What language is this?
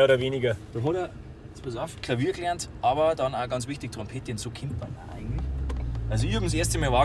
Bavarian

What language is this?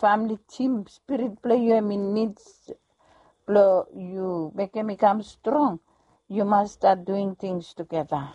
Bislama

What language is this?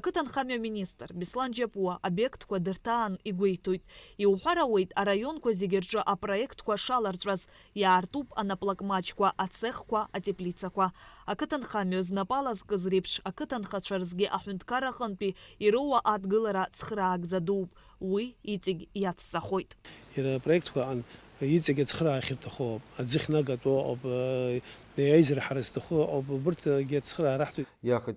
Abkhazian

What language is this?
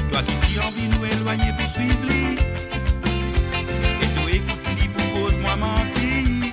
Morisyen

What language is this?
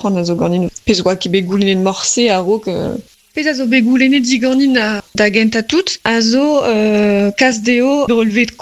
Breton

